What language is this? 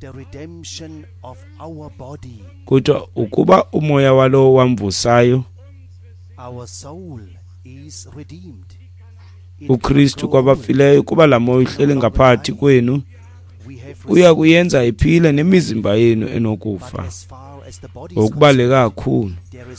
Xhosa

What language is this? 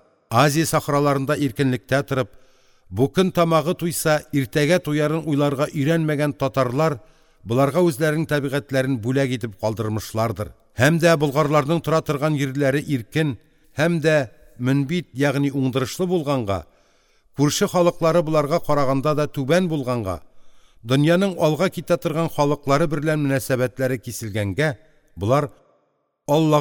Tatar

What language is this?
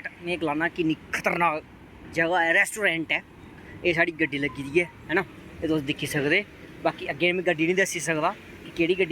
Dogri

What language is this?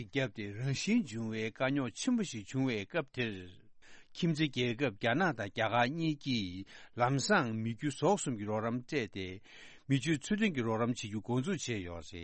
Tibetan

